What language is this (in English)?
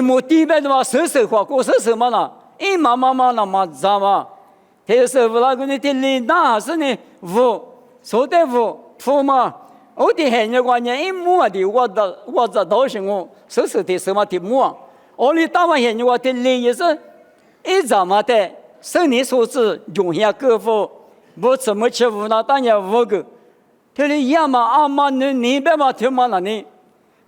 Lisu